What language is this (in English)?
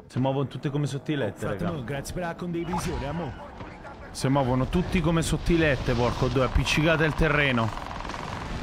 Italian